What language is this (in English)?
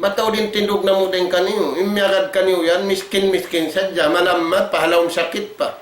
Tausug